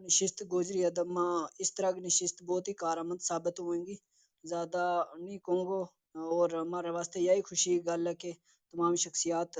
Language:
Gujari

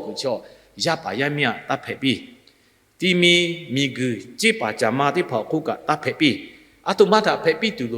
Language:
Lahu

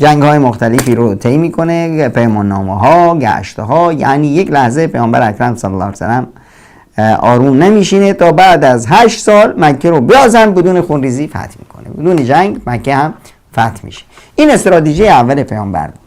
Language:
Persian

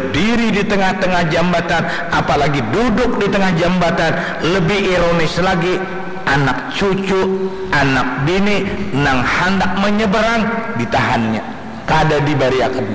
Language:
Banjar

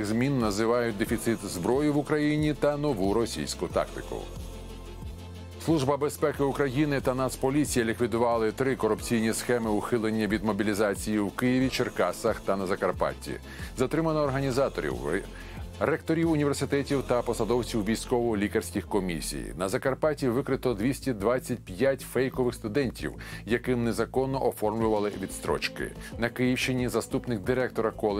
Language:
Ukrainian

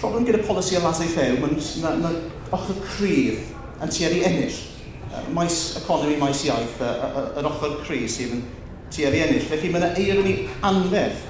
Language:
Welsh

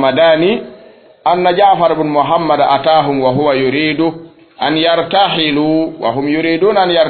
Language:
Fula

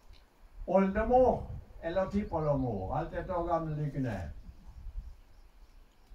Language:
Norwegian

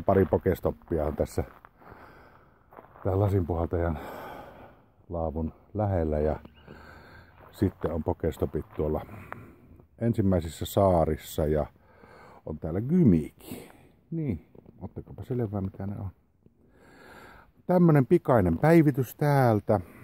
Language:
Finnish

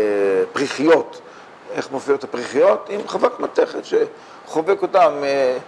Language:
Hebrew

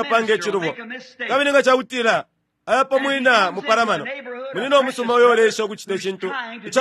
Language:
Bemba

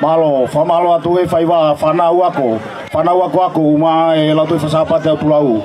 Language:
Tongan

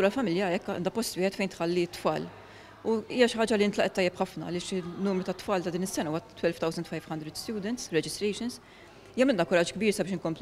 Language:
Maltese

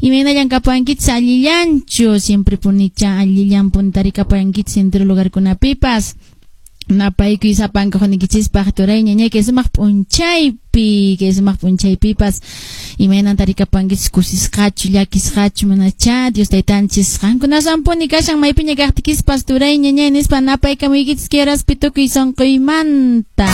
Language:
Quechua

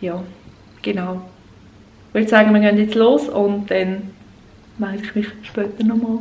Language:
Swiss German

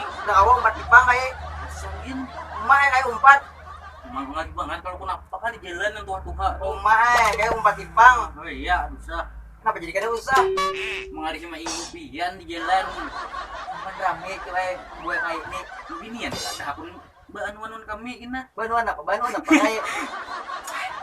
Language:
Banjar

